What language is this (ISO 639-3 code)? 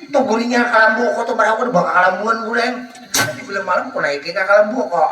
bjn